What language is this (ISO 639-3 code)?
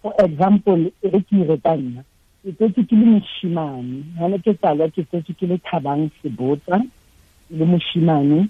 tsn